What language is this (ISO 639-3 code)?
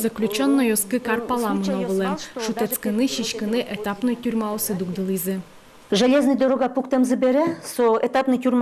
udm